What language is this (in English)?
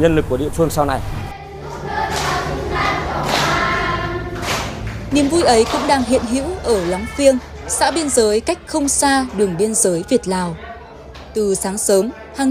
Vietnamese